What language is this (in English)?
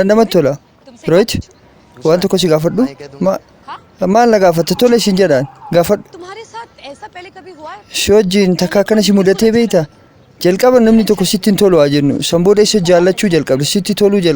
Oromo